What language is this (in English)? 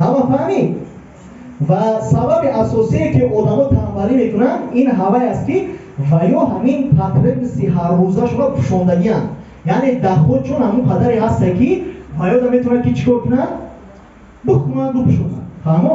Tajik